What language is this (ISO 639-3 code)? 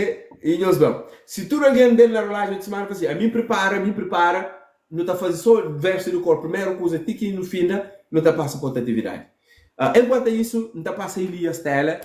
kea